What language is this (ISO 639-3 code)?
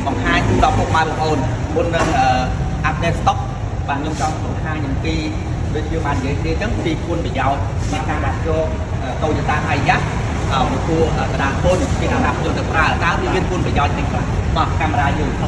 khm